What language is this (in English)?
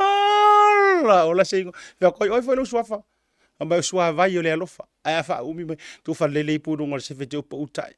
Samoan